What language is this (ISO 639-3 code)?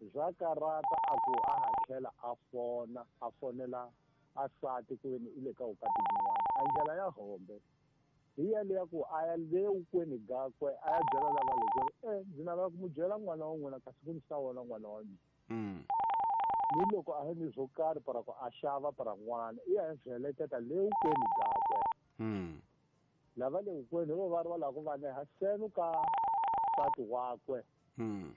tso